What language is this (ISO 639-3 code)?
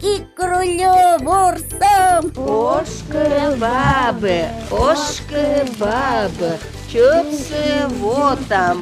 kom